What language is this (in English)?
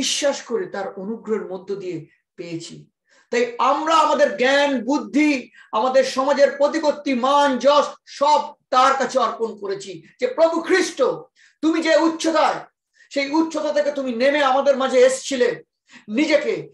Bangla